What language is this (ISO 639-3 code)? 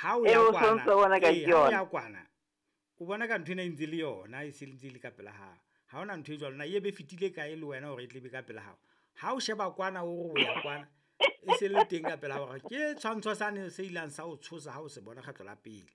sot